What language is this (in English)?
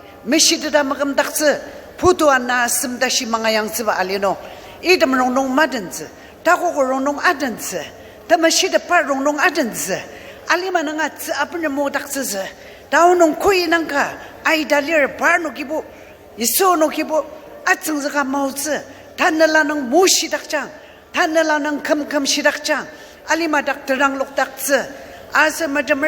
Ao Naga